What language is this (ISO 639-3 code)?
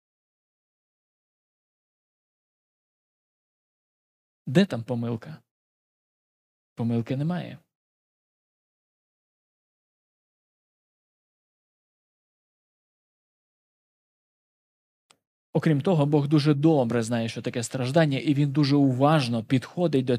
ukr